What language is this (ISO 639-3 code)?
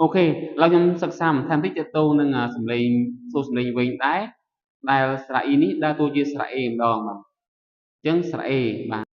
khm